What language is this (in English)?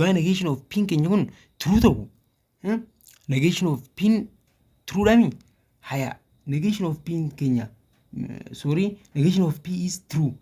Oromo